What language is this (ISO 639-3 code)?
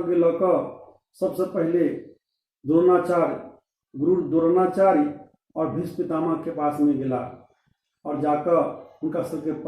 mai